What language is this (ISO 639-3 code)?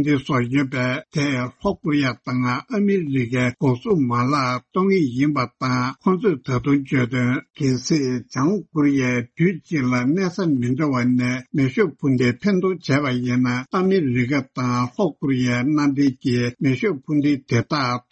bod